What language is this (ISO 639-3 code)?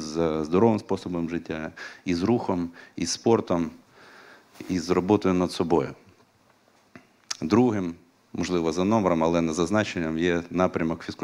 ukr